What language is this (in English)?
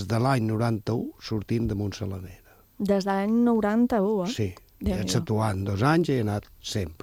Catalan